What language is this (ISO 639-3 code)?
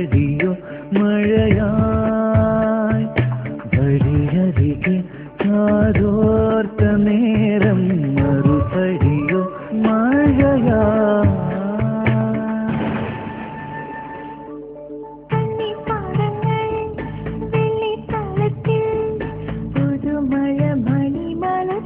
mal